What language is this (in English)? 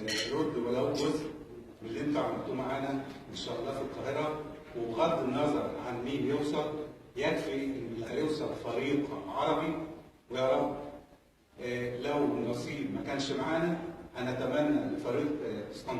Egyptian Arabic